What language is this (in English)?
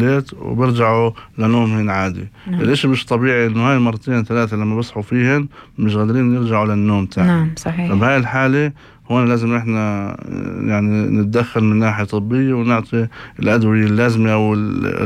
North Levantine Arabic